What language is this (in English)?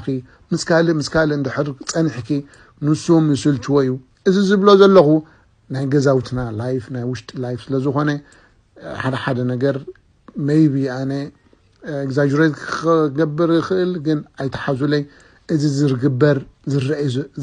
Tigrinya